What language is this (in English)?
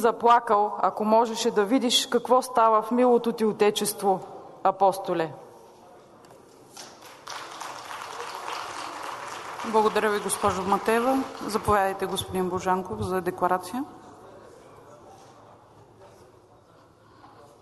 Bulgarian